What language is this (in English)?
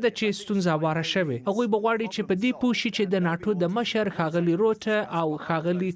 Pashto